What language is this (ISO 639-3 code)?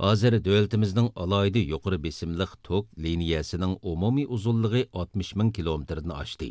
uig